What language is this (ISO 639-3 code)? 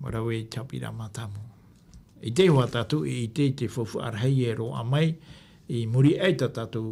tah